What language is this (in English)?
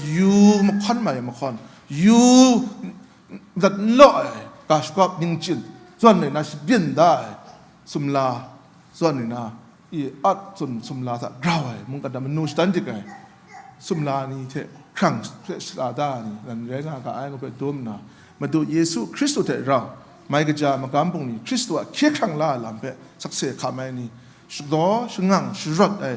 Kachin